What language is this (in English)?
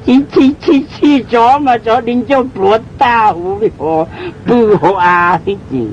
Hmong